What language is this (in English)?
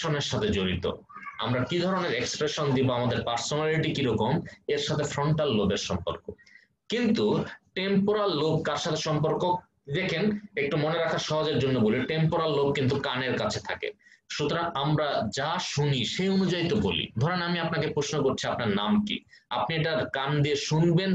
Bangla